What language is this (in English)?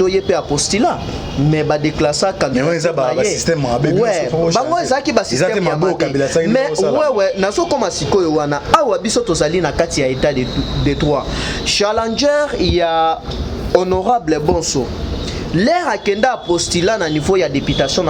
Lingala